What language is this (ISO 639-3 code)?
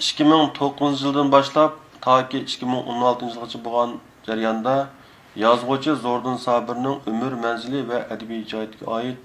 uig